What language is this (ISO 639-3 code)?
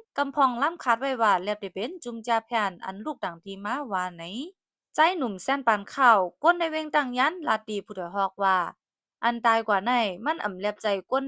shn